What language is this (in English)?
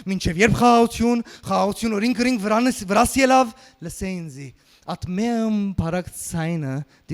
Western Armenian